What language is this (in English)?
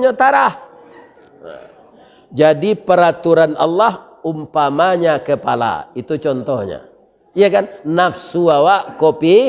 Minangkabau